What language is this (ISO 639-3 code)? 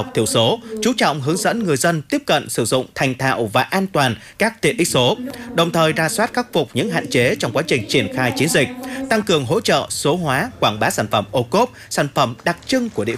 vie